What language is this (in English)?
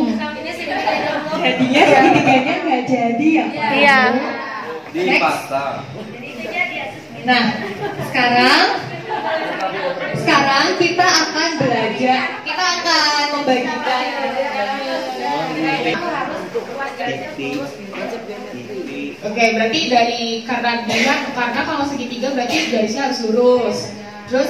Indonesian